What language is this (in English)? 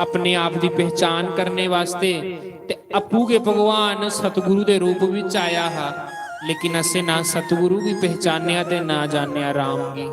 Dogri